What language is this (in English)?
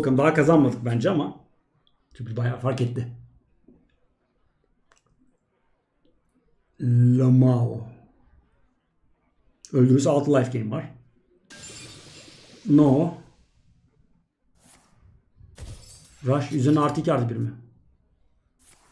Turkish